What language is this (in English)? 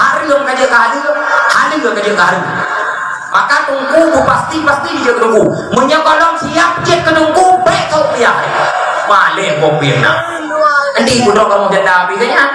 Achinese